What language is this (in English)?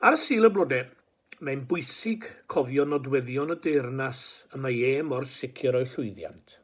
Welsh